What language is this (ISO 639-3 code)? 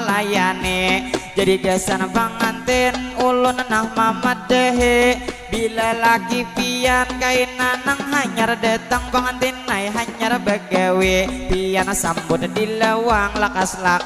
bjn